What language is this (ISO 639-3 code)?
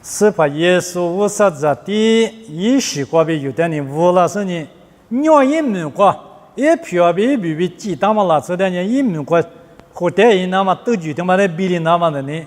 lis